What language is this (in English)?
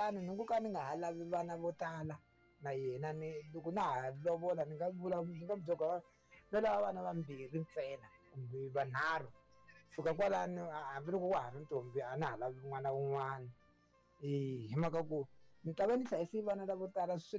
Tsonga